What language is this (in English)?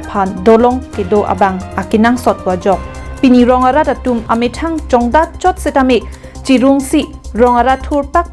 Karbi